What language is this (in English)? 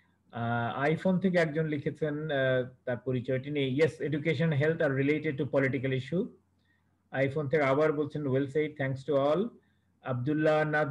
Bangla